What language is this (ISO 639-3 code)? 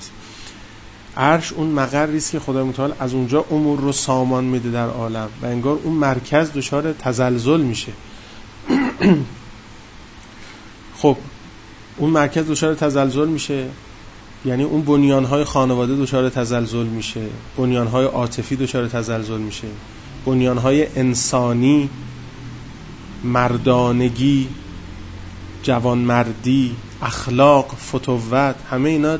fas